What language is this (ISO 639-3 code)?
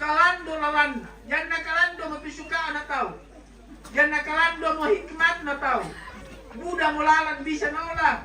sda